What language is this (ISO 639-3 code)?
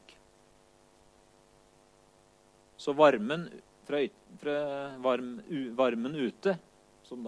nor